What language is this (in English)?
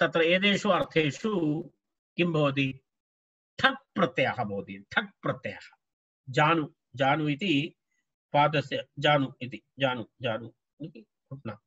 Sanskrit